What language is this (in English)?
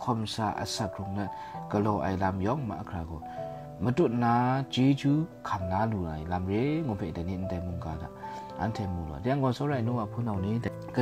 Kachin